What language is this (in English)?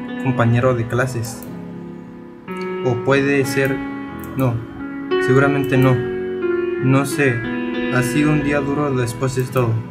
Spanish